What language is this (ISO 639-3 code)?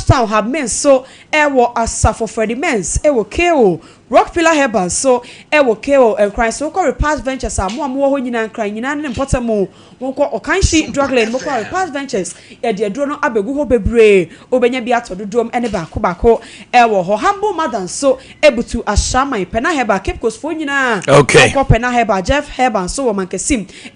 aka